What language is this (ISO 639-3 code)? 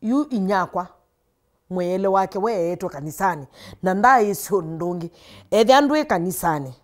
kam